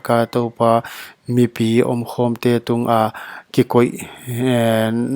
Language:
Paite Chin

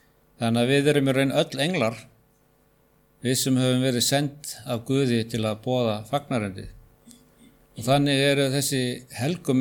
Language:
Icelandic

